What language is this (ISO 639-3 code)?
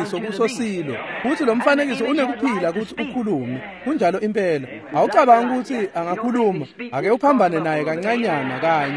ssw